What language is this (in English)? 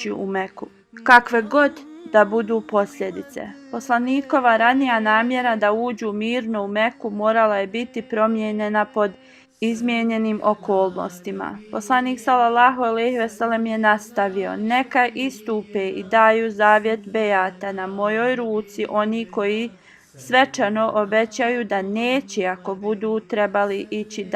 Bosnian